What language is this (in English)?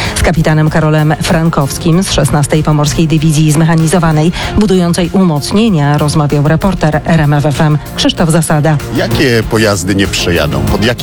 Polish